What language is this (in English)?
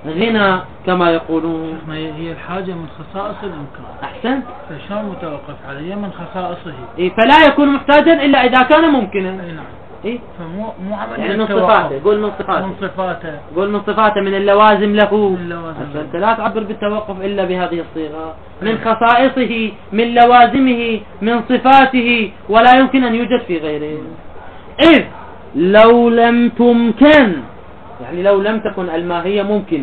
Mesopotamian Arabic